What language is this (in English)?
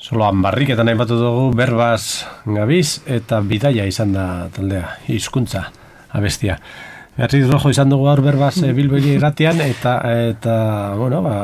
Basque